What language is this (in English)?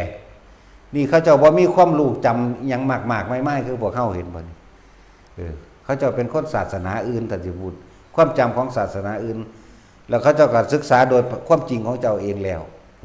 Lao